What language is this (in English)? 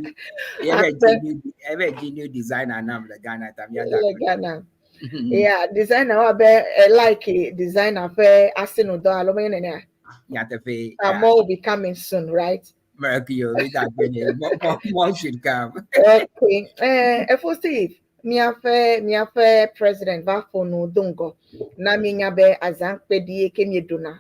Ewe